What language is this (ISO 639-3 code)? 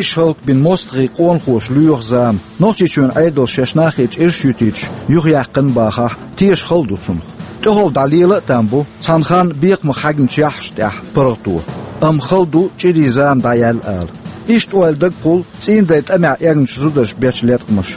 che